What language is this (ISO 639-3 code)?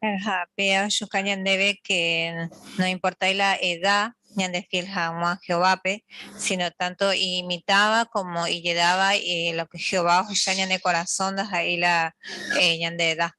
grn